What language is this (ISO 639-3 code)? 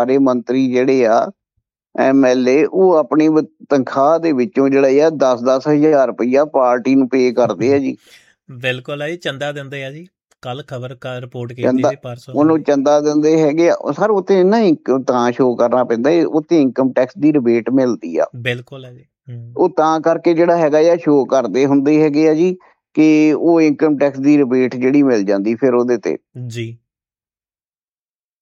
pan